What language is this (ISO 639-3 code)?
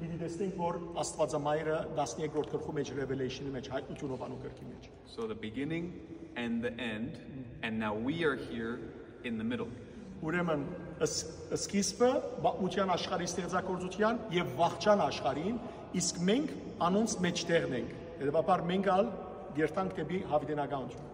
hyw